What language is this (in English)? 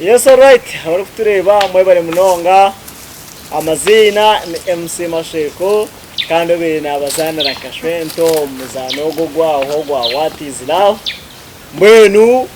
Nyankole